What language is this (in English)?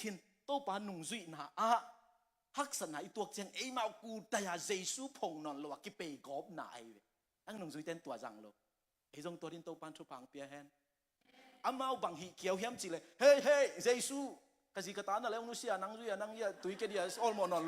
Tedim Chin